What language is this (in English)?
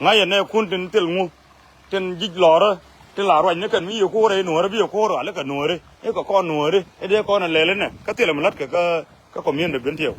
Nuer